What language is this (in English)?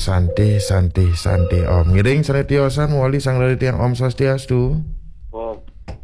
Balinese